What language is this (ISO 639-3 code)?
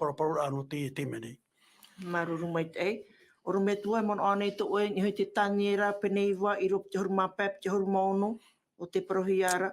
tah